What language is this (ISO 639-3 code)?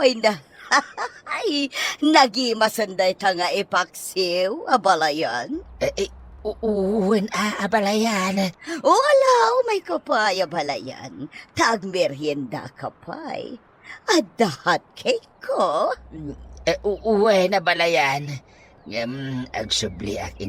ilo